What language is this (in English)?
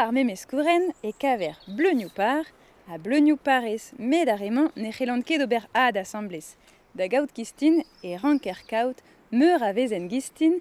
Breton